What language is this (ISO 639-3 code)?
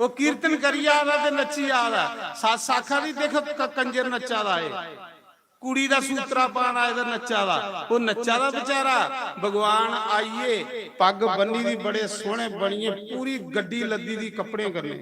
doi